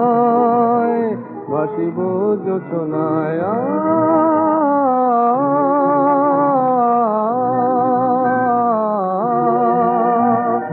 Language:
Bangla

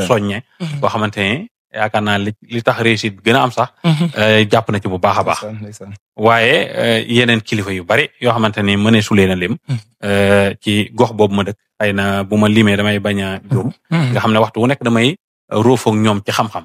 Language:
Wolof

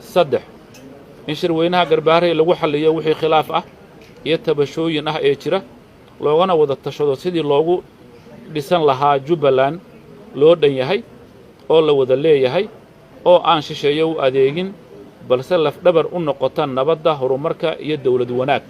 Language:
Somali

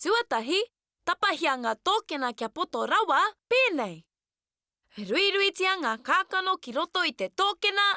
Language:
Māori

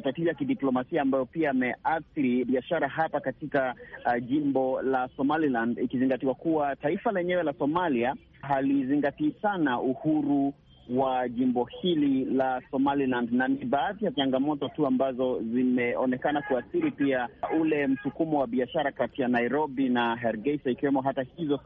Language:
Swahili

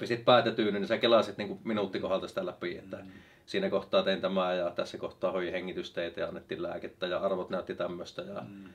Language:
Finnish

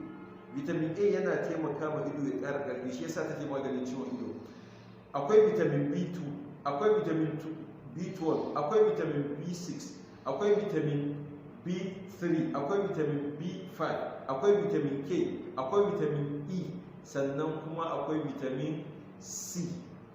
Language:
Hausa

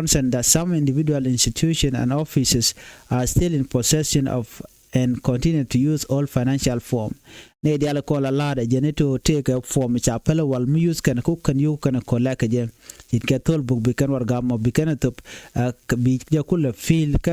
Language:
Nuer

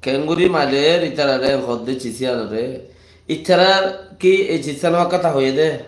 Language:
Rohingya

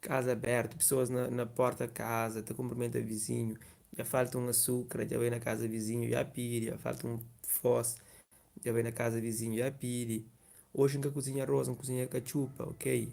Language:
Kabuverdianu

